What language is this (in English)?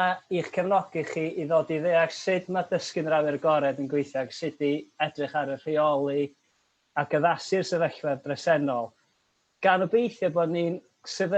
Welsh